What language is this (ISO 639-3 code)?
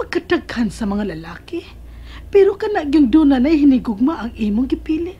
ceb